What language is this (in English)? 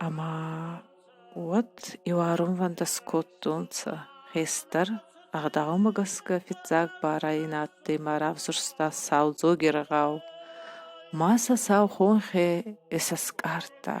Ossetic